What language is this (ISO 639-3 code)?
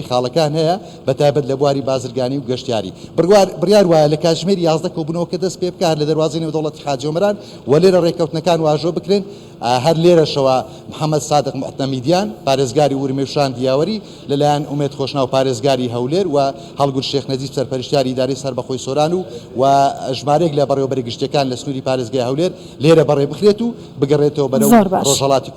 ckb